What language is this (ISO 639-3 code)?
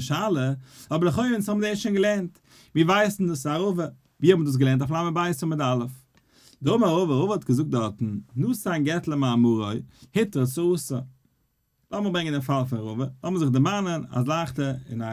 yid